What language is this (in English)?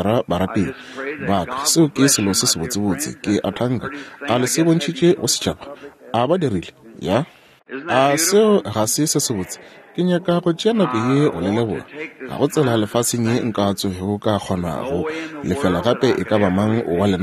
Northern Sotho